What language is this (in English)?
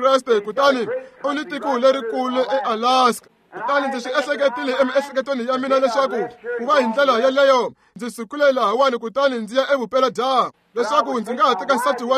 Tsonga